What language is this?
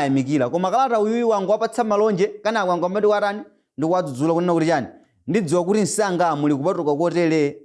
Nyanja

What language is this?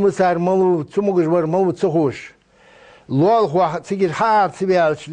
Ingush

